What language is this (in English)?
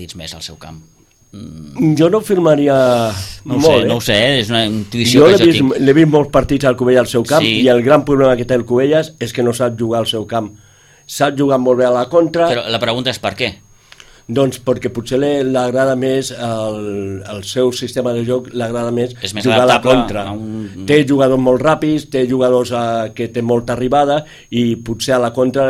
Catalan